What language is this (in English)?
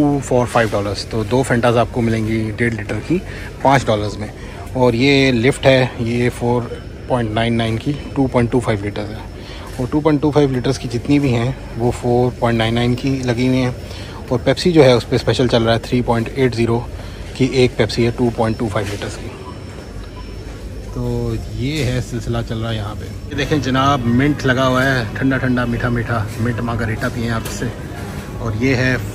Hindi